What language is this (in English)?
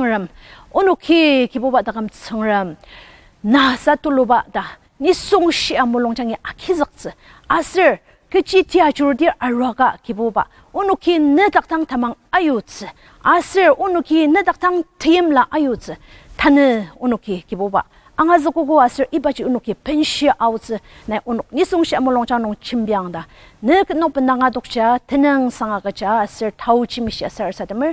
Ao Naga